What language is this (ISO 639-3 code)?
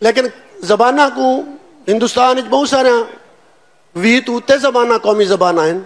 skr